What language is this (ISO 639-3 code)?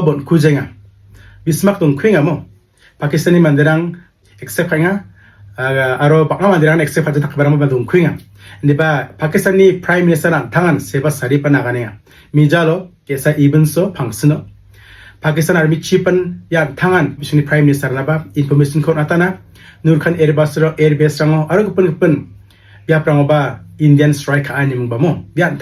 grt